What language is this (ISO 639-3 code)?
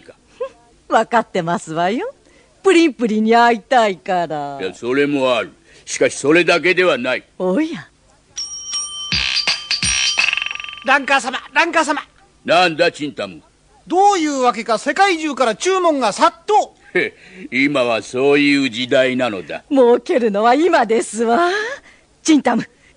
jpn